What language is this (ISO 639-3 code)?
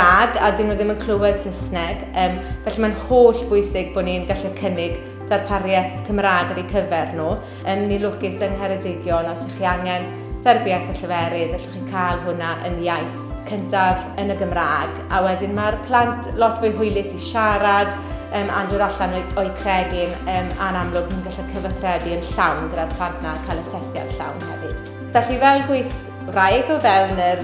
cym